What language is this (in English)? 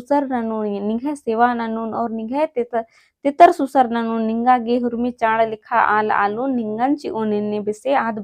Kurukh